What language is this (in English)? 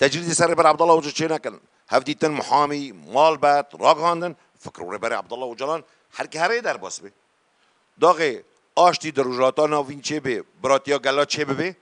Kurdish